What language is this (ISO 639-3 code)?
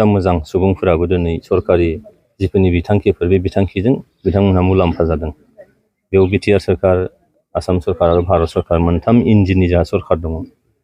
brx